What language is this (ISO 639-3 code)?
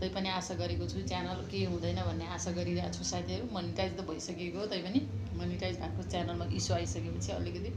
nep